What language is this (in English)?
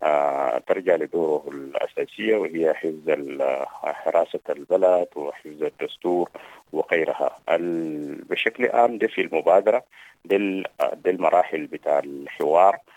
Sudanese Arabic